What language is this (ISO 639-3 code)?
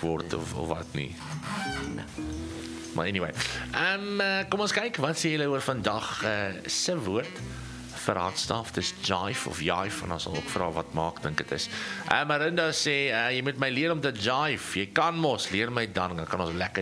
afr